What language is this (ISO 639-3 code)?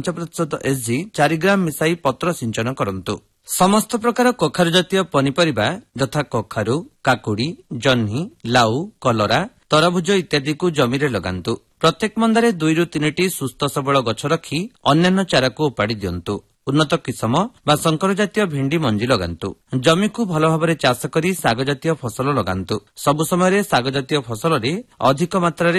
ori